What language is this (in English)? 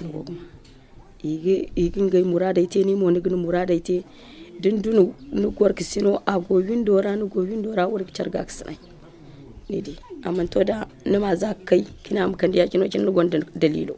Zarma